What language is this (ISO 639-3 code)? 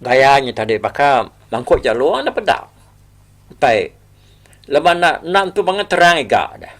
iba